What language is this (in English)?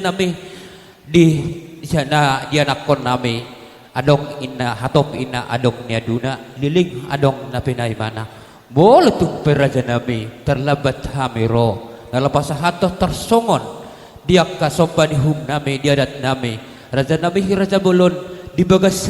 Batak Toba